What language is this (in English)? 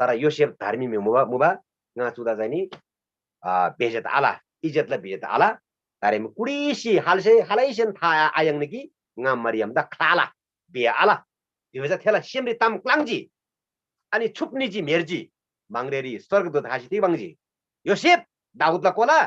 Eastern Tamang